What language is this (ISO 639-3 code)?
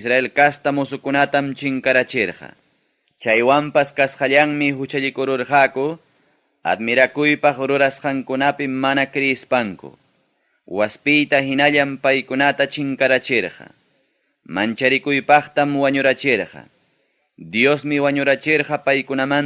quy